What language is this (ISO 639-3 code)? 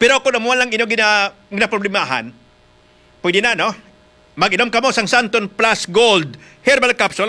hil